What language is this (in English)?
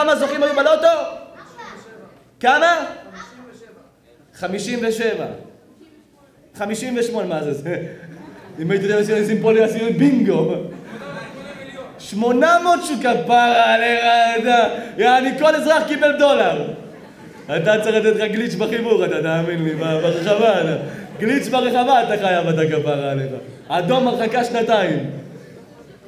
Hebrew